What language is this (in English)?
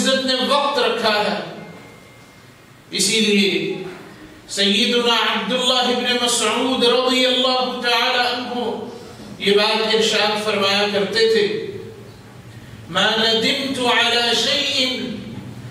Urdu